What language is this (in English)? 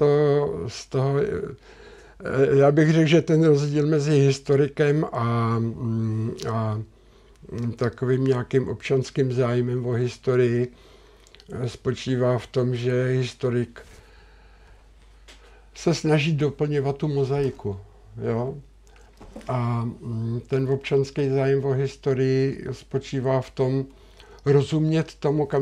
Czech